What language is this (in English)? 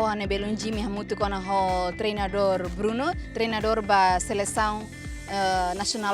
Tetum